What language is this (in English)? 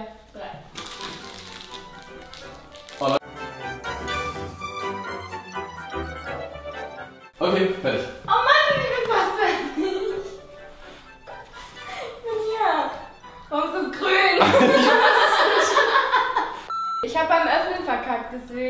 German